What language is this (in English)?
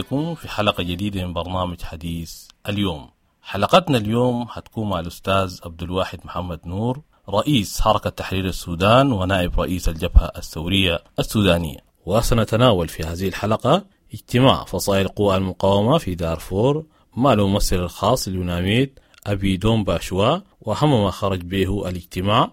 Sudanese Arabic